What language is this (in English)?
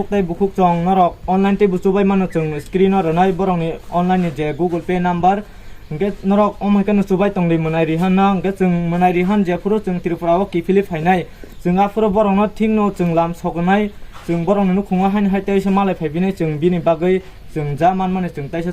Kok Borok